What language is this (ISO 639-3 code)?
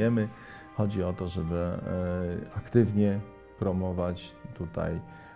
pol